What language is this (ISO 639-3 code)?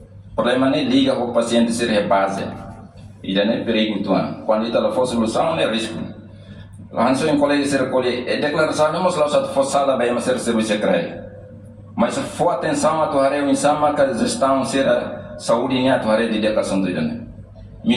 tet